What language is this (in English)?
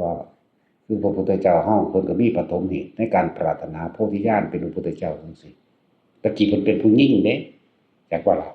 Northeastern Thai